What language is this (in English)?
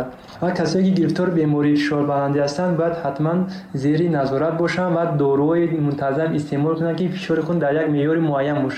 Tajik